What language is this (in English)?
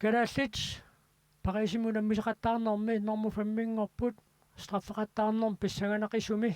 Kalaallisut